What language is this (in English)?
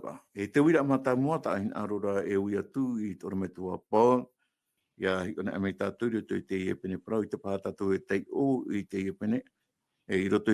Tahitian